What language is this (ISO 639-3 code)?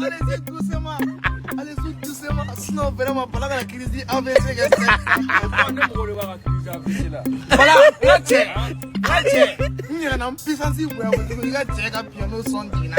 bam